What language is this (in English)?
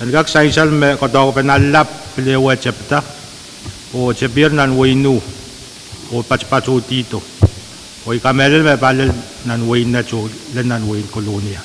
Pohnpeian